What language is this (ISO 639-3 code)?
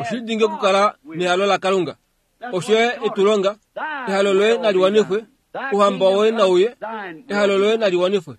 kua